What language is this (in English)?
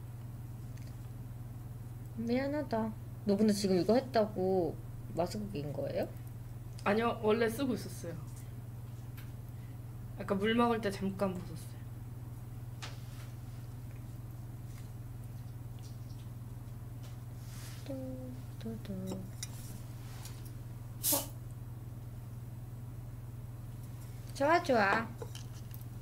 Korean